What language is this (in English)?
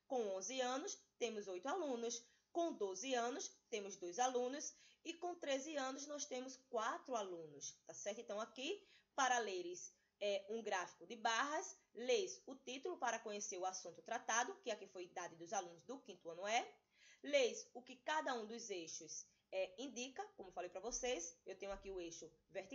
Portuguese